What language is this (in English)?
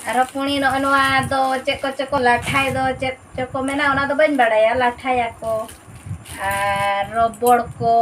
Santali